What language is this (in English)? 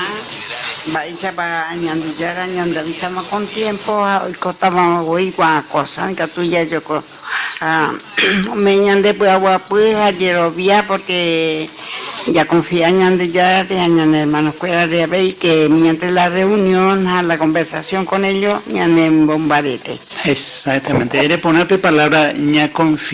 Guarani